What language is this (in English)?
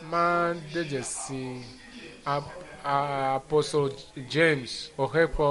Ewe